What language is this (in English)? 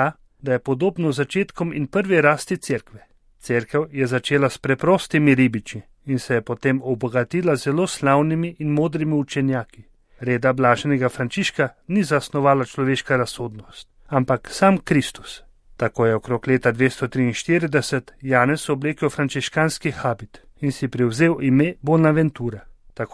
Slovenian